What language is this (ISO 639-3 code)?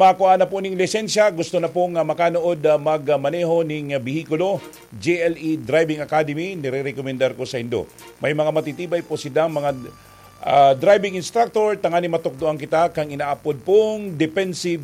bik